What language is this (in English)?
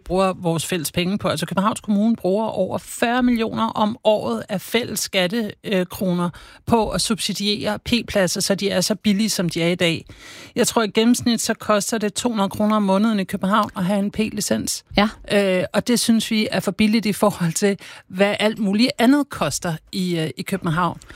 Danish